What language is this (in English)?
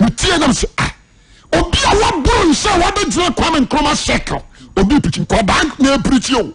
Akan